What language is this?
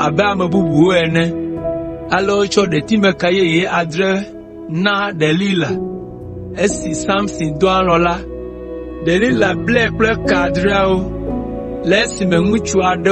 Ewe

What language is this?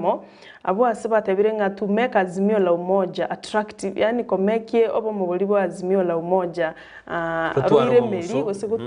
Gusii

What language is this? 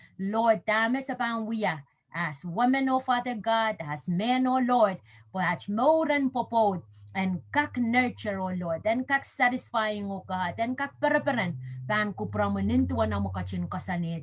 Pohnpeian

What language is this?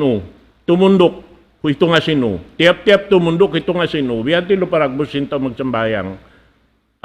Tausug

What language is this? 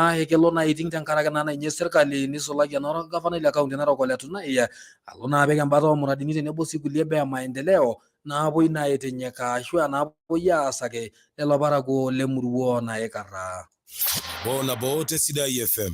Masai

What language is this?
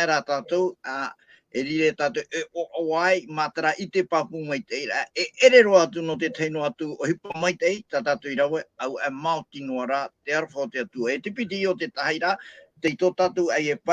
Tahitian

